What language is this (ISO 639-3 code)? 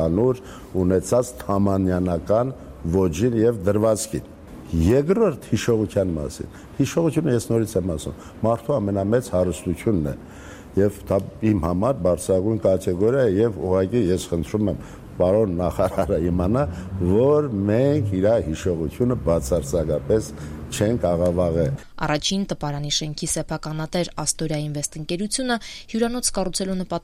hye